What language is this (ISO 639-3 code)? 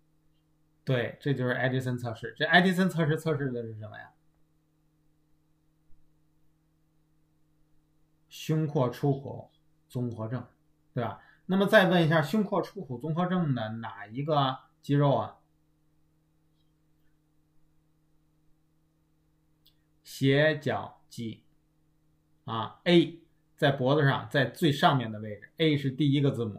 zho